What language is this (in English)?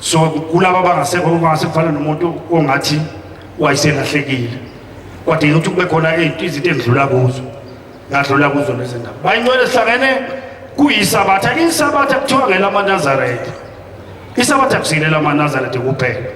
Zulu